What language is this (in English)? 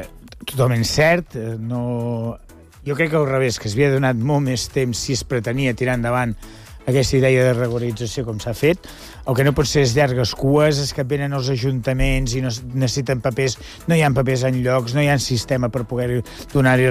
Catalan